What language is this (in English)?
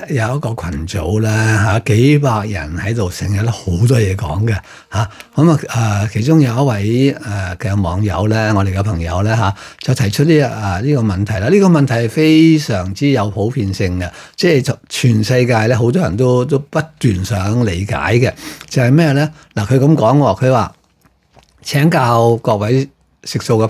Cantonese